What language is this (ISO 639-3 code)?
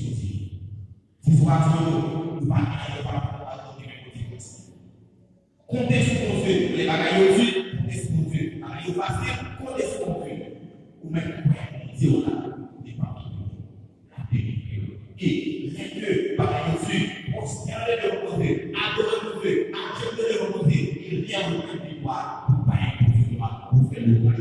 hat